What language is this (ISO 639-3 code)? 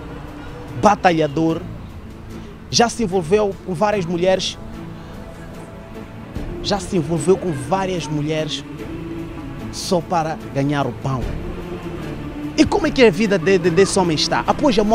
por